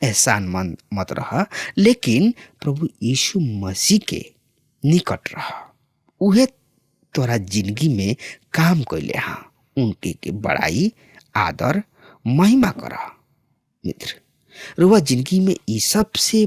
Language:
Bhojpuri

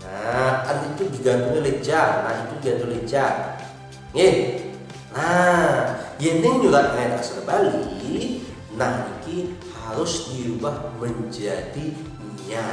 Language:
Balinese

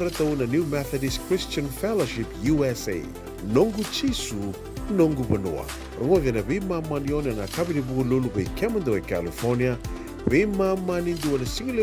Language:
Fijian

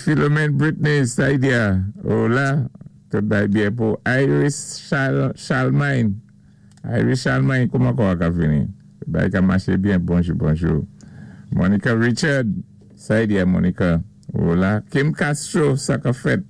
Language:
Saint Lucian Creole French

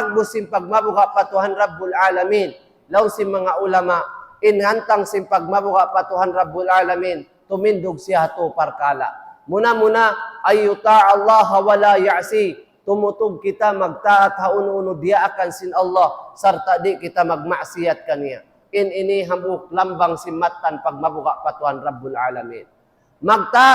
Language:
Tausug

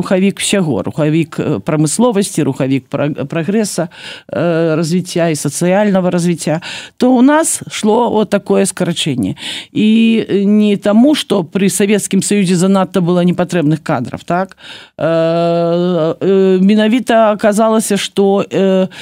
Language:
Belarusian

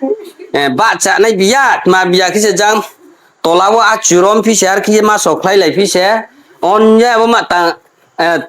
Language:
Riang (India)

